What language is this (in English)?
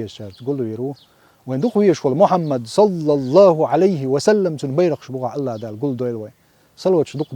Chechen